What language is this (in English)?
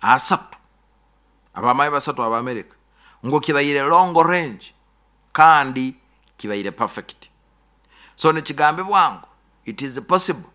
Nyoro